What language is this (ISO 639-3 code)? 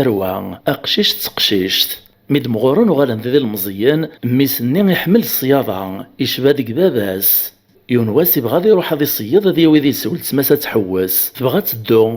kab